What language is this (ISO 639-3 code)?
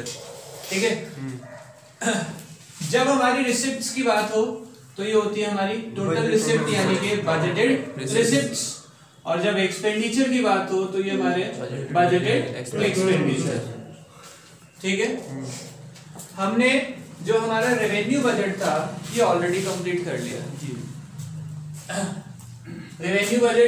hin